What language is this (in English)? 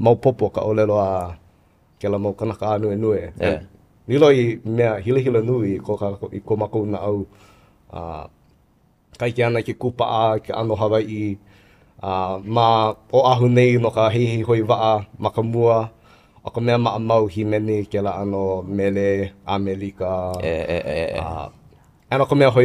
Hawaiian